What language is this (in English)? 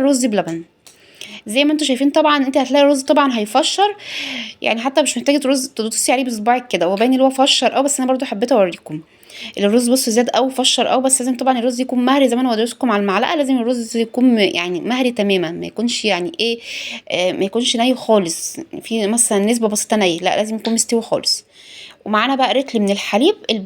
Egyptian Arabic